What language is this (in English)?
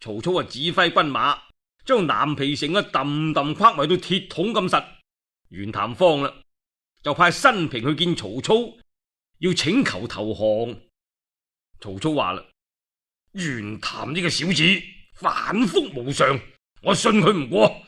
Cantonese